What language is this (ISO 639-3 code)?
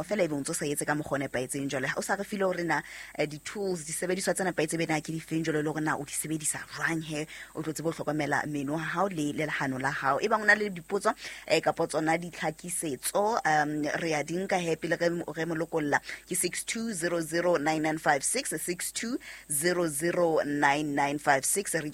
sot